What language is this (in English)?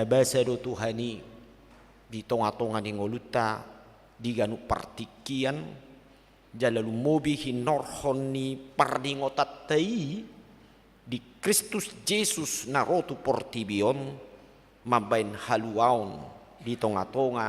Batak Toba